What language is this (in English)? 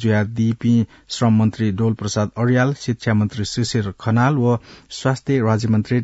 Newari